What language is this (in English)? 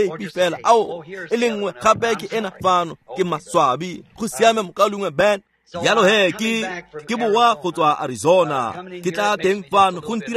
Tswana